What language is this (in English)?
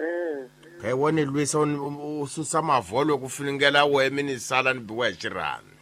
Tsonga